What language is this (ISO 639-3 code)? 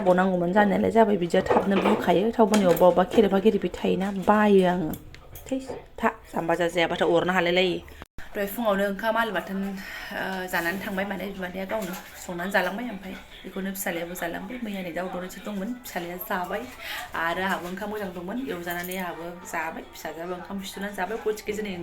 brx